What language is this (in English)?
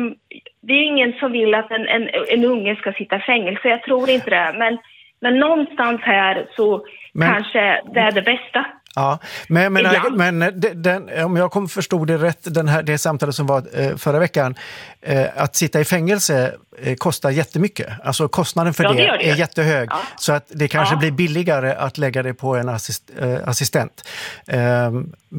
Swedish